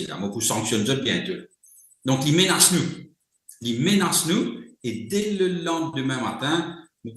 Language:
Morisyen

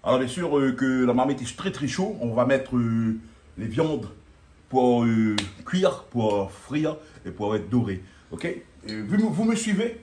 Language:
Réunion Creole French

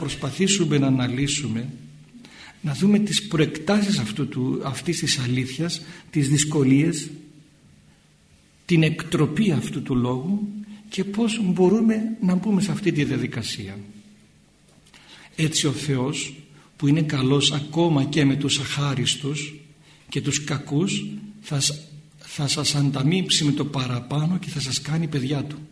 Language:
Greek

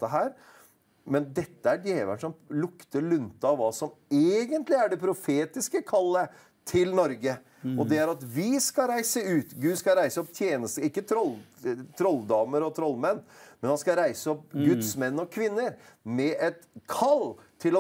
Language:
Norwegian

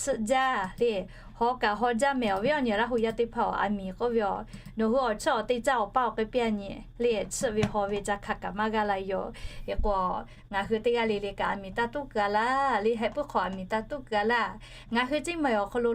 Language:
Lahu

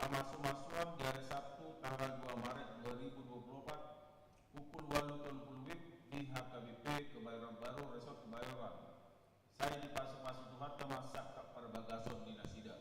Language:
Batak Toba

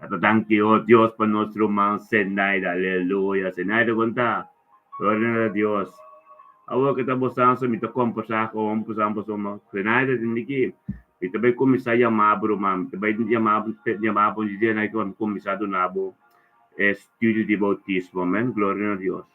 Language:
Papiamento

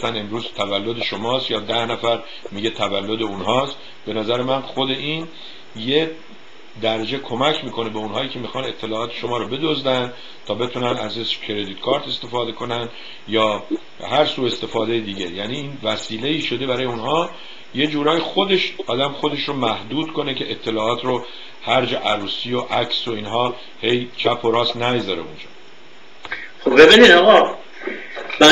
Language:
Persian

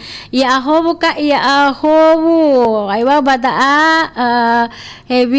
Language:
Nias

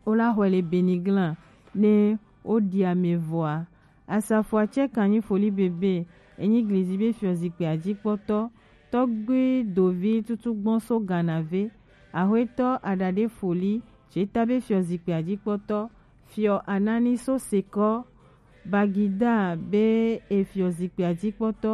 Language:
Gen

